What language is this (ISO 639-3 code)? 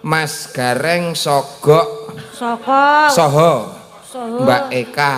jav